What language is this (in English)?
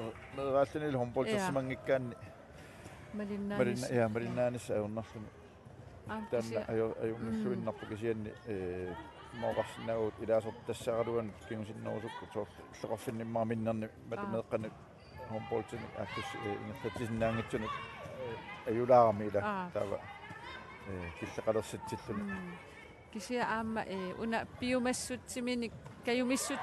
Kalaallisut